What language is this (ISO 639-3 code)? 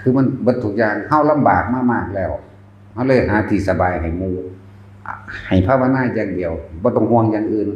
tts